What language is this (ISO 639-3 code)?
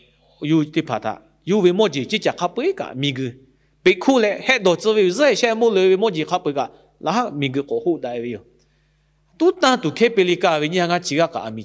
lhu